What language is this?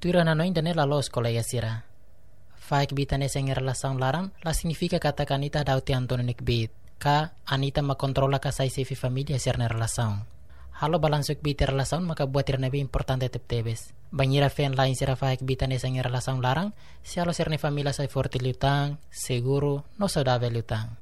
Tetum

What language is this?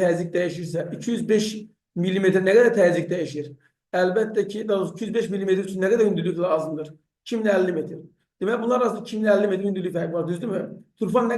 Azerbaijani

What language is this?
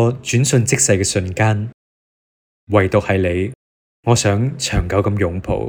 Cantonese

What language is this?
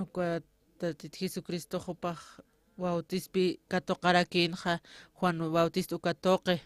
Aymara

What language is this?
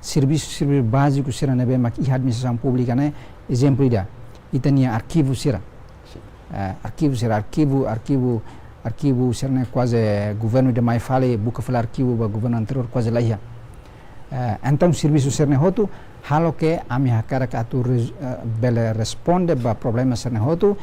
Tetum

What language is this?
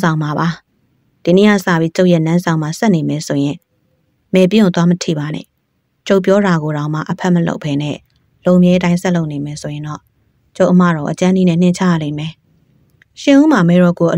Burmese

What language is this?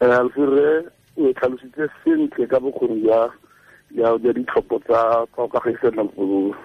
Tswana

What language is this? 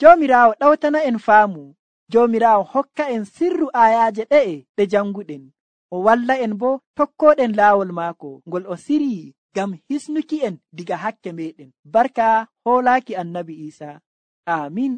Nigerian Fulfulde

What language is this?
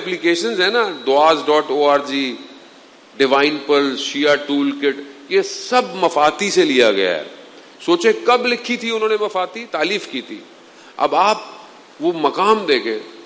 Urdu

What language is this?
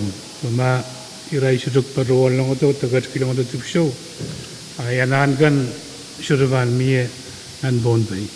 Pohnpeian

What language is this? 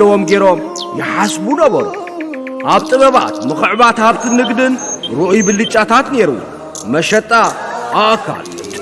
Tigrinya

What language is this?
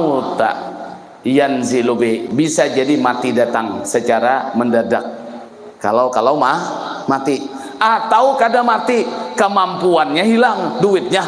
Banjar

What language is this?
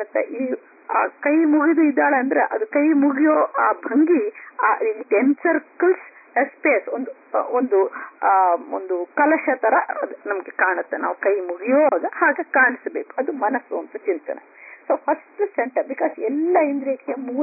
Kannada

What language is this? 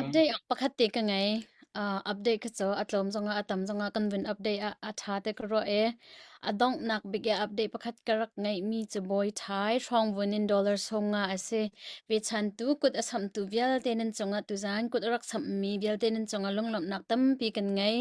Hakha Chin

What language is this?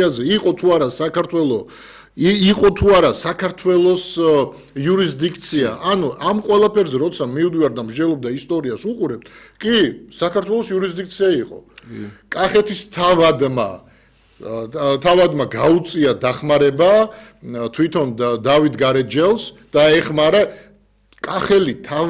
Georgian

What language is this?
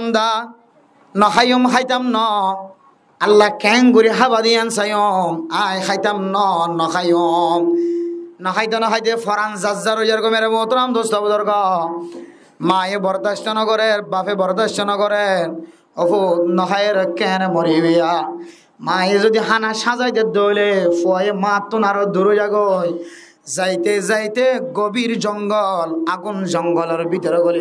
Rohingya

